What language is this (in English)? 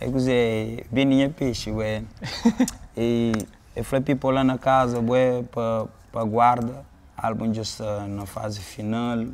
Kabuverdianu